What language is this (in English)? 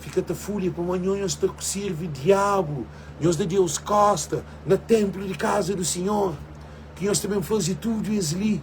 Kabuverdianu